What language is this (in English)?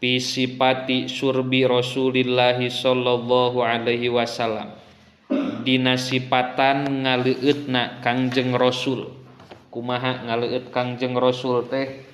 Sundanese